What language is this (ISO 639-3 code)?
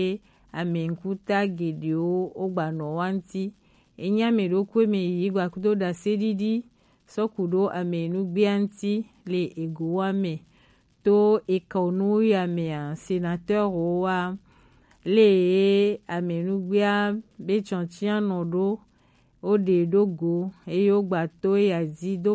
gej